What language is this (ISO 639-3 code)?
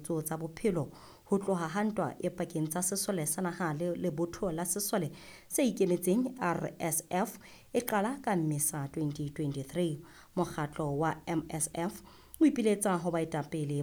sot